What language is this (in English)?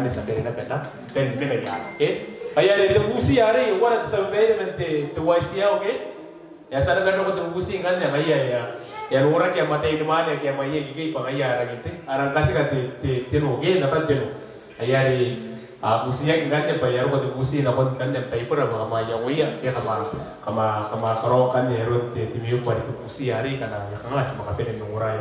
Gilbertese